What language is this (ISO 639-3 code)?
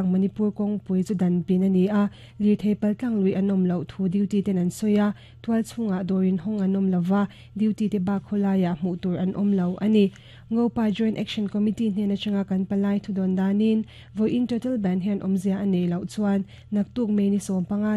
lus